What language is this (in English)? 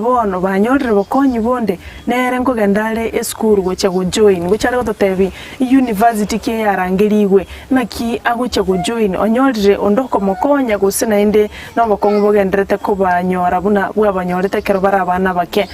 Gusii